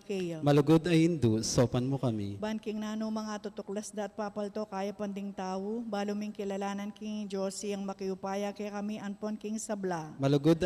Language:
Pampanga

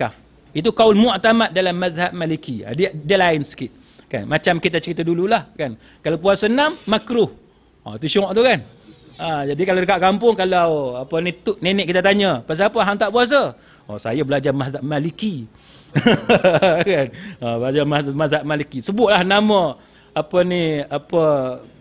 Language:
Malay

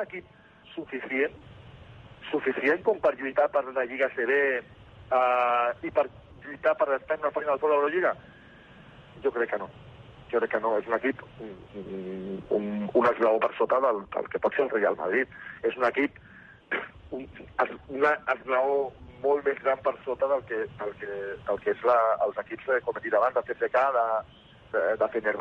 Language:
Catalan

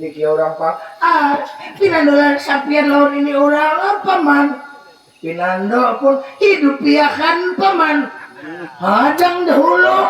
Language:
Banjar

